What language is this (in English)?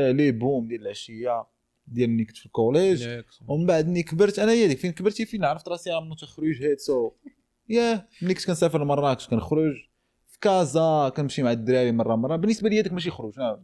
Moroccan Arabic